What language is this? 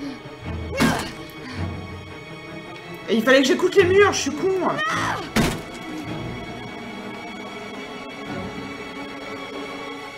French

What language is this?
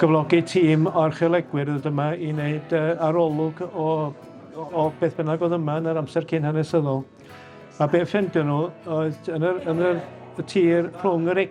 Welsh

